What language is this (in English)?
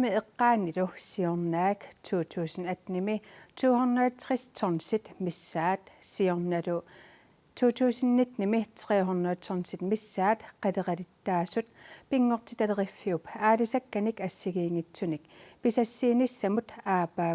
Kalaallisut